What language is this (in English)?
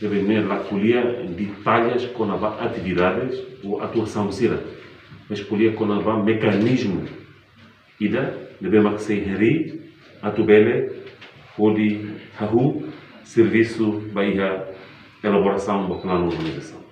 Tetum